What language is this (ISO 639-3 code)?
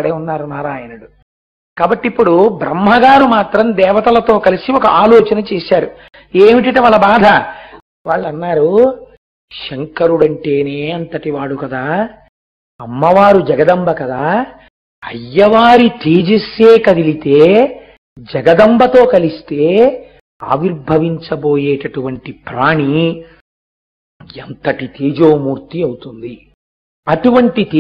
tel